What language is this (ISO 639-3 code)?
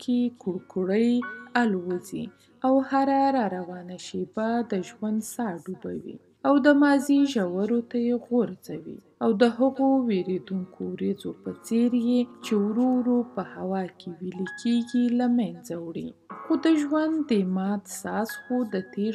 pus